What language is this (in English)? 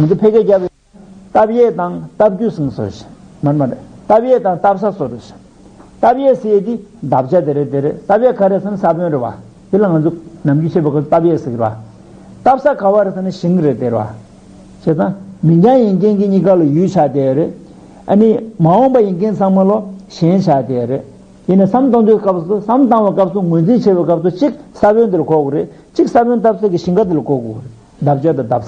Tibetan